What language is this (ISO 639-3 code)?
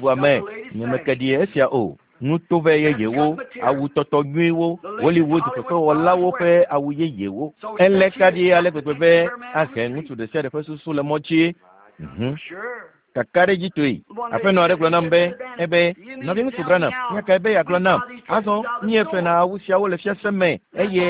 ewe